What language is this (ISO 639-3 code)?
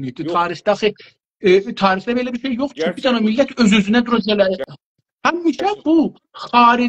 azb